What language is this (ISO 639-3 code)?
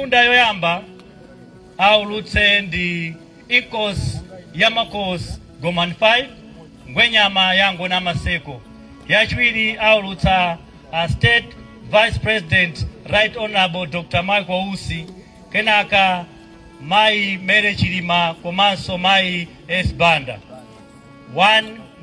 nya